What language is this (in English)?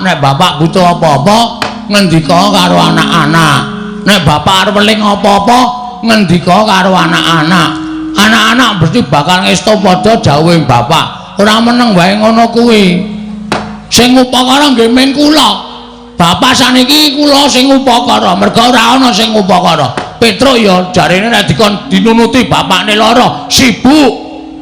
Javanese